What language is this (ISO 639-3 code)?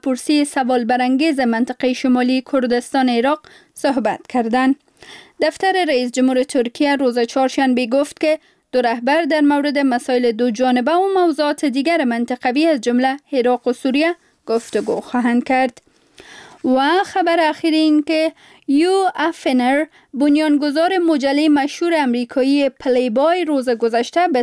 fas